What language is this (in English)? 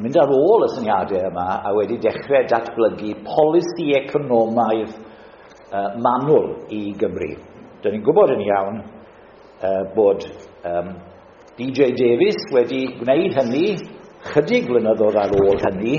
Welsh